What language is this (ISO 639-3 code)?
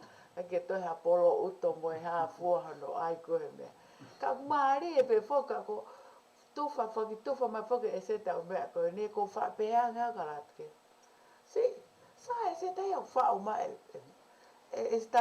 ton